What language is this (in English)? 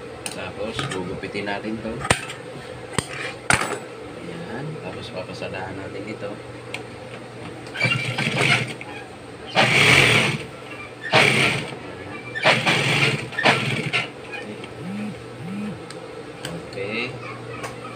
Filipino